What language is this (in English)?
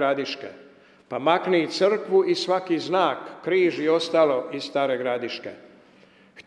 Croatian